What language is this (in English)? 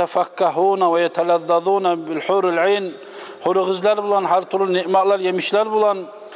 Kumyk